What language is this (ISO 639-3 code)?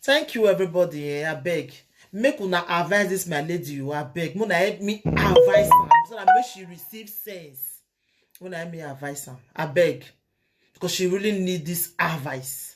pcm